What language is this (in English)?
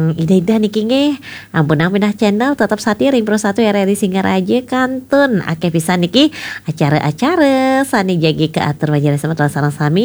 Balinese